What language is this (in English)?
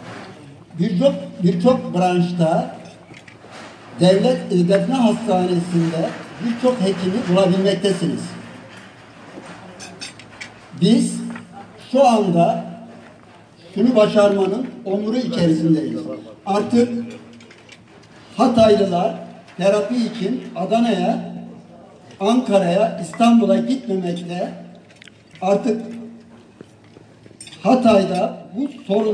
Turkish